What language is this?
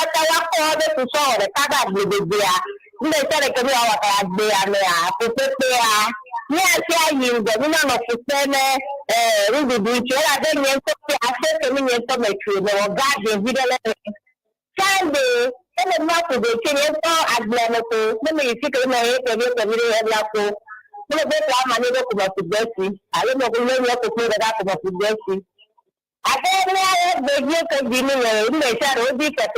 Ewe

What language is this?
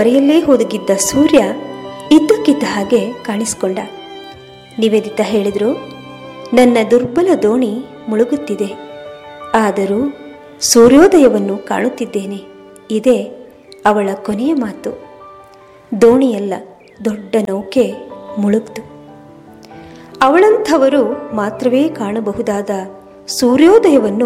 Kannada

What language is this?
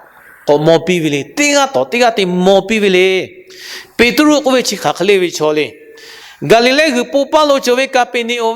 Lahu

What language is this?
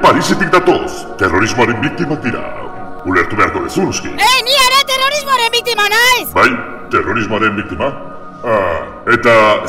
Basque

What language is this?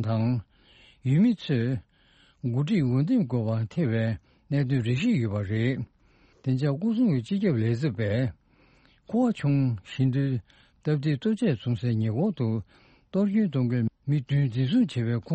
Tibetan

